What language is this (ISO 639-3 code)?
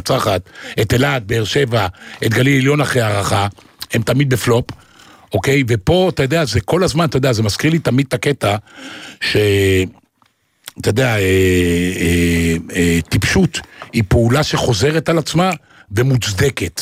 heb